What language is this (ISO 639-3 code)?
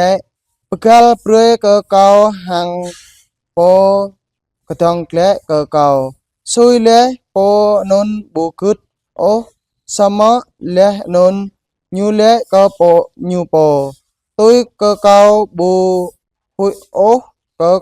jra